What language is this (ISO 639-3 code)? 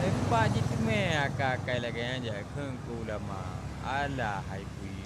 ace